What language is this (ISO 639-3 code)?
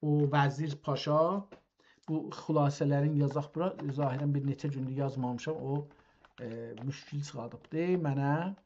azb